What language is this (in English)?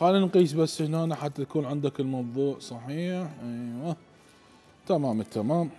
Mesopotamian Arabic